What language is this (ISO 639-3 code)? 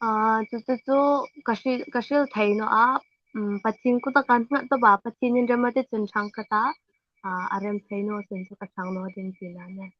hmr